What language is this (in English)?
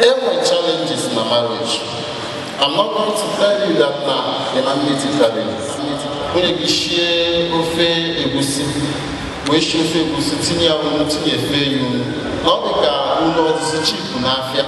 Igbo